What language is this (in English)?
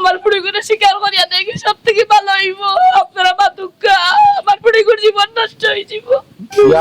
Sylheti